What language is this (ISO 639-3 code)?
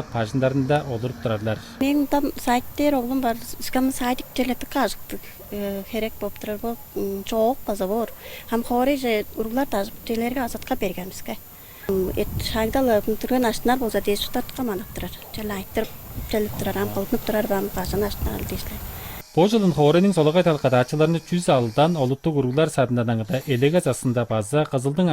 tyv